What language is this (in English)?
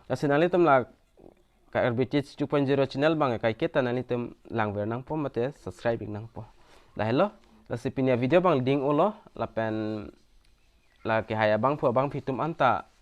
Karbi